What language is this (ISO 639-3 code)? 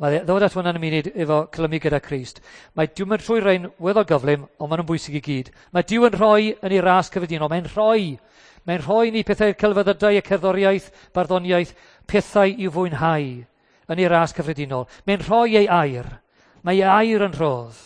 cym